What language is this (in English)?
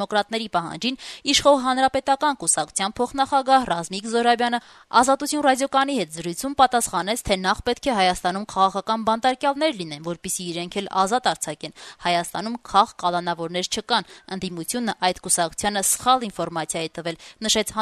Armenian